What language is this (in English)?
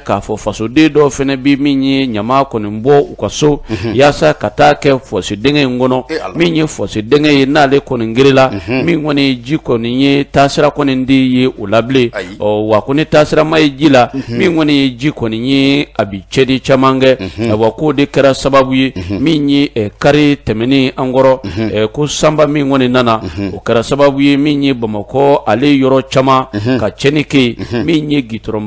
Bambara